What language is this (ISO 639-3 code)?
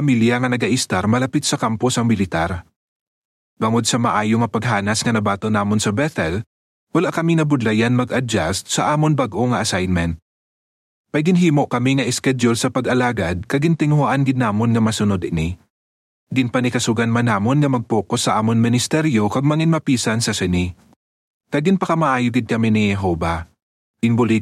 hil